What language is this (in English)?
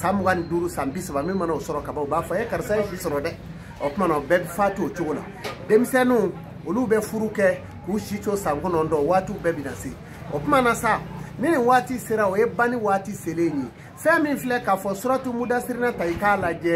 Bambara